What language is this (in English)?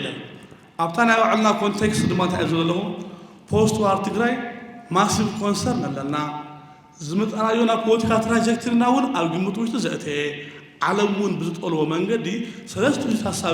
Tigrinya